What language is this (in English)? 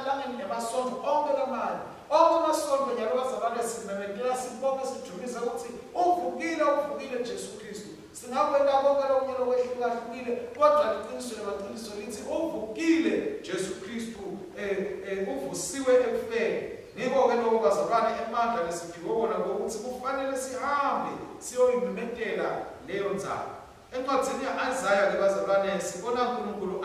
Swati